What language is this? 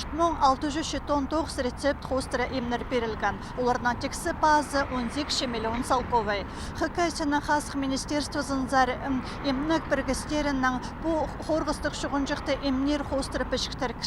Khakas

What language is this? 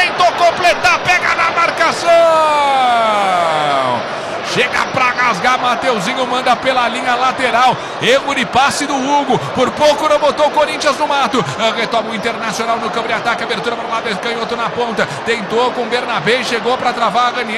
Portuguese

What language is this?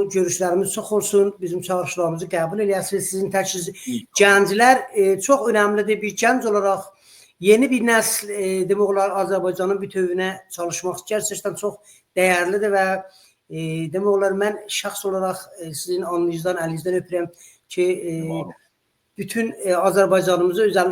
Azerbaijani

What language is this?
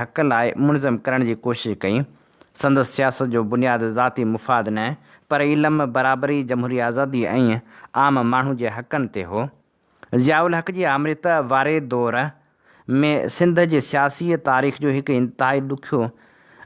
Sindhi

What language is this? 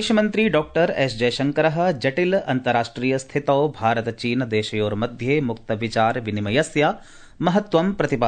Sanskrit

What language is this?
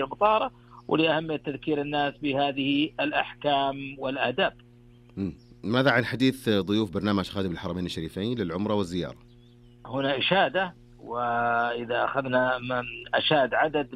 Arabic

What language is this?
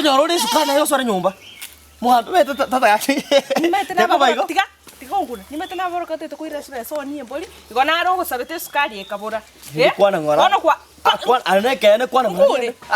Gusii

